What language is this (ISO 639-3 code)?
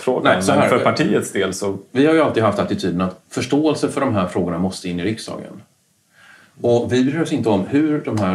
swe